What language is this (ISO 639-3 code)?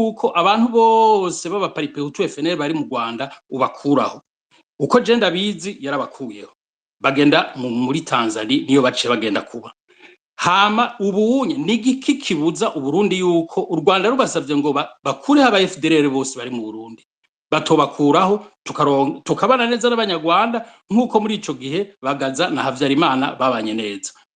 run